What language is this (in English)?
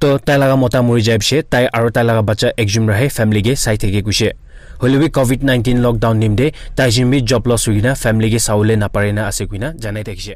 Naga Pidgin